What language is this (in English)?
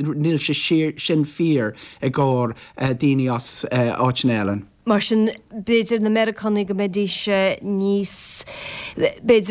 Irish